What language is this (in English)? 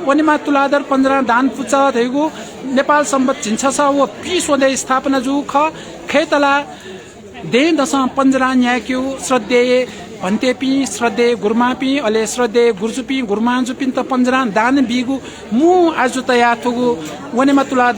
Newari